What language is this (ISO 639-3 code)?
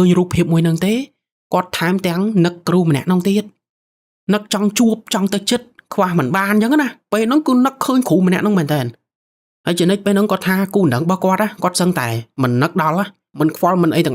khm